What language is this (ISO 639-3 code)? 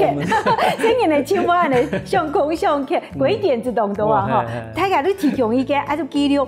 hak